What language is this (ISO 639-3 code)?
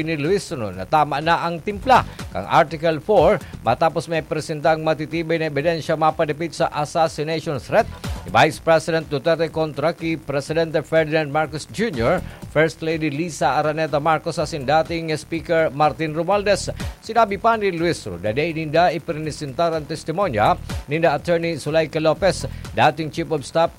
bik